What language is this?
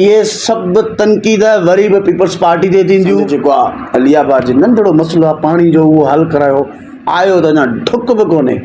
Sindhi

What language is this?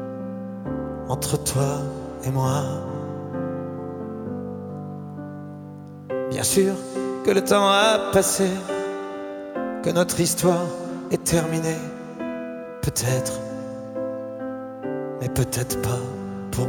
French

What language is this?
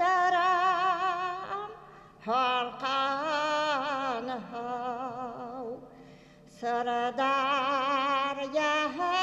Bashkir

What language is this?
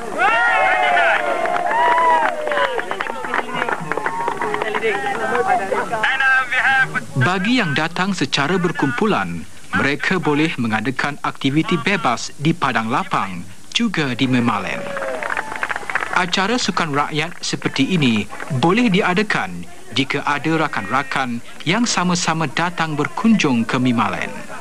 Malay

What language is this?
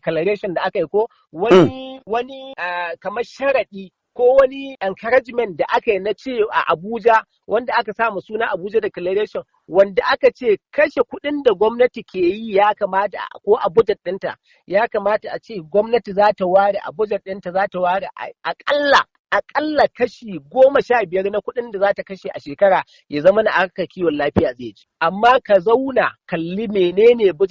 Hausa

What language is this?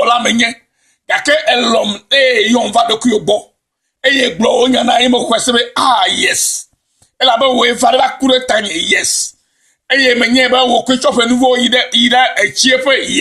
Ewe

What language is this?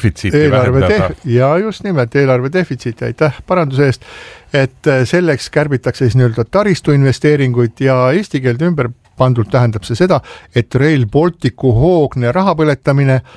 Estonian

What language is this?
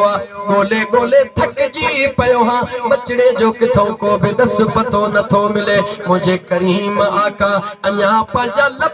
Sindhi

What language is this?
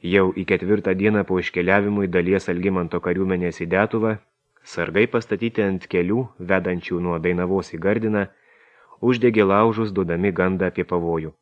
Lithuanian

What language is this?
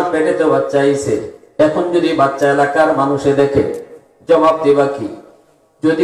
Bangla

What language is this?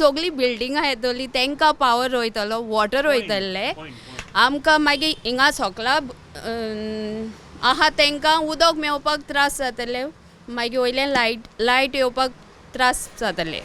Konkani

